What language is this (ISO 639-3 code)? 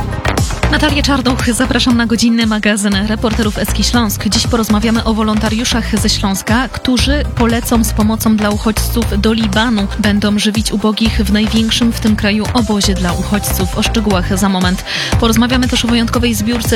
pol